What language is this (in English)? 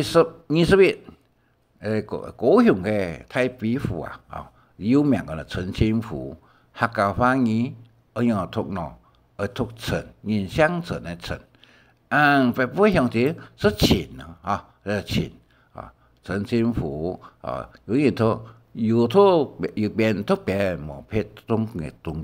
Hakka Chinese